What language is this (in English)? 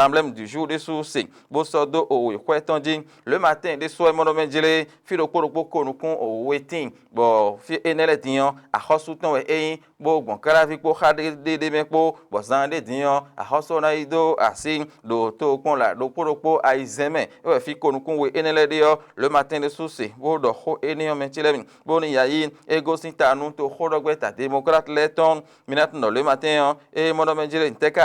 Fon